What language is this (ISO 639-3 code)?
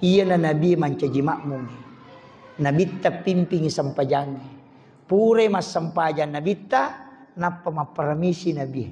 bug